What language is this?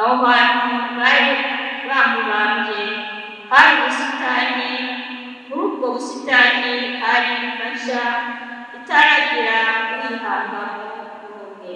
Kinyarwanda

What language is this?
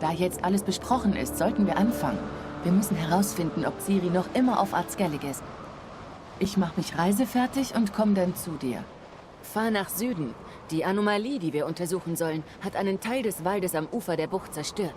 Swiss German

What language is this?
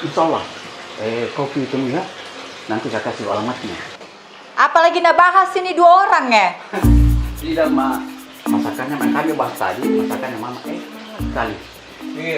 Makassar Malay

